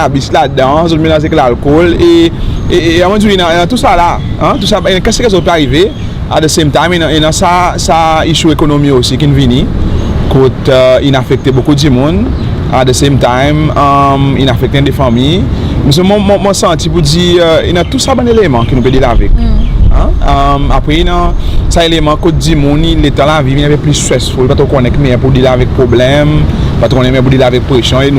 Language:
Seselwa Creole French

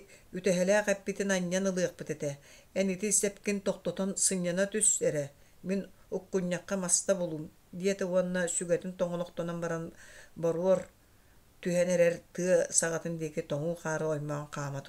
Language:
Yakut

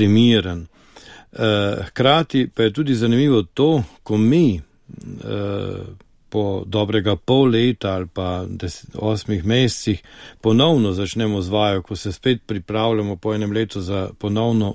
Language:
Slovenian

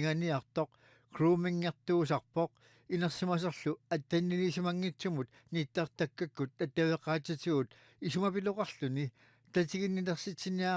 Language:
Kalaallisut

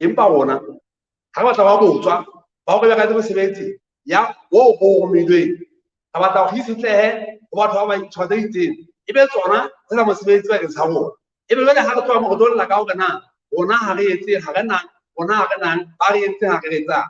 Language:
Southern Sotho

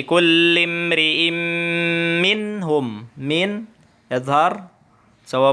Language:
Tausug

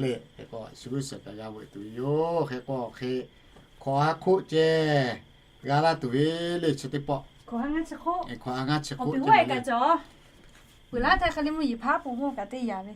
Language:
Lahu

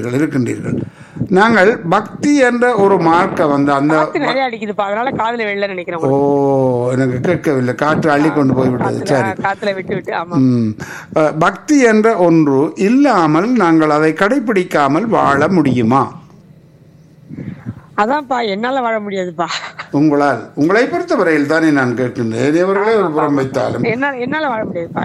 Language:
Tamil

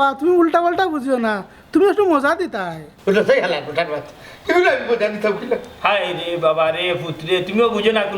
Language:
Sylheti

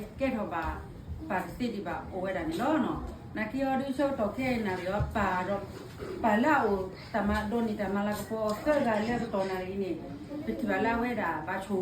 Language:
S'gaw Karen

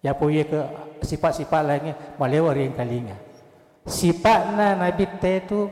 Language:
Buginese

